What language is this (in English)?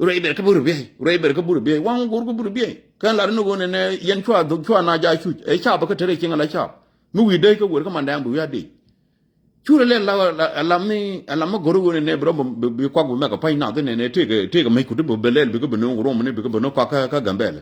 Nuer